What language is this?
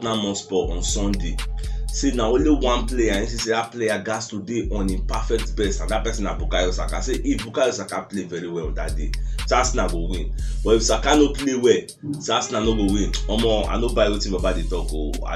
Nigerian Pidgin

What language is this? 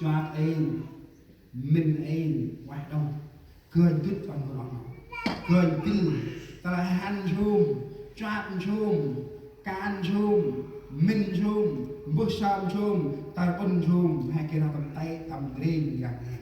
Central Mnong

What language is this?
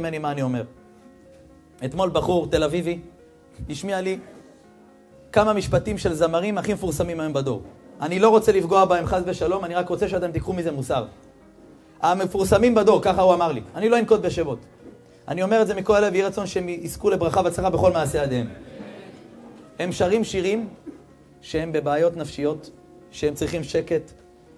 Hebrew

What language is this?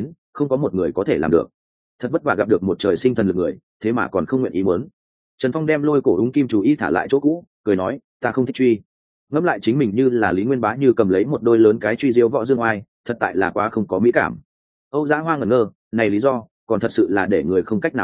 Vietnamese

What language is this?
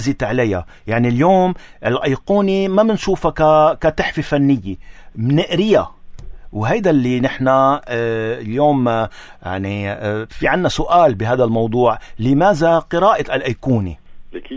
North Levantine Arabic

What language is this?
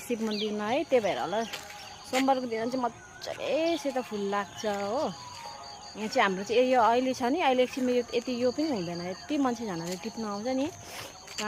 Nepali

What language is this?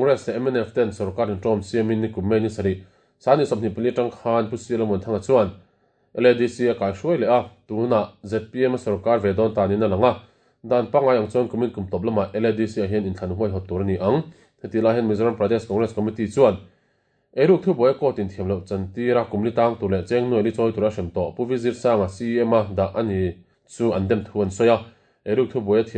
Mizo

